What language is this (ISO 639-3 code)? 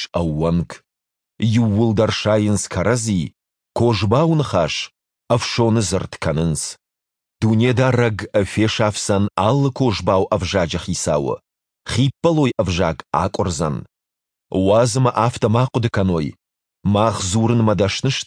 oss